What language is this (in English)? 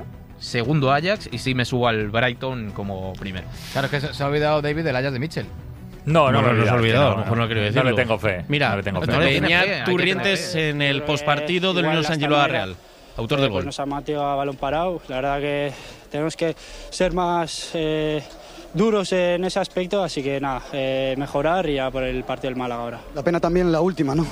Spanish